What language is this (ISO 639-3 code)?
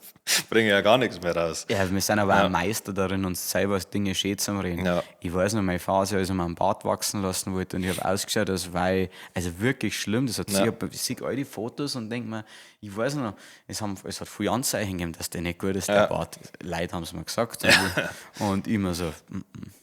bar